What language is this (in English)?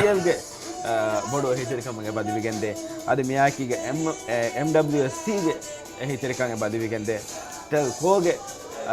Divehi